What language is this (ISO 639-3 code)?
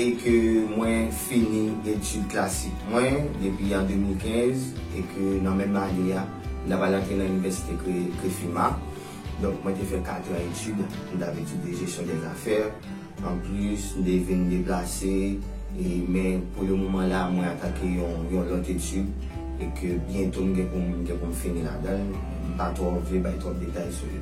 hat